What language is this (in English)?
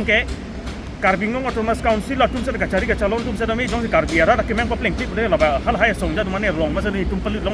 Karbi